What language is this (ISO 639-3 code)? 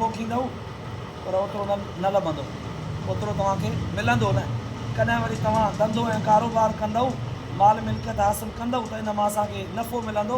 snd